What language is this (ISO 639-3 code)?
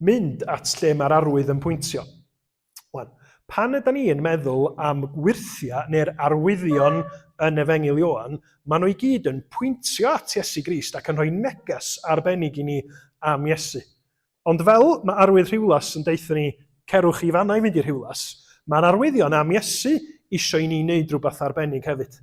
cym